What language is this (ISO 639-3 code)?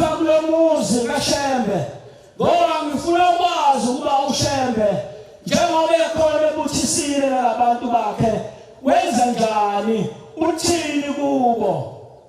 zul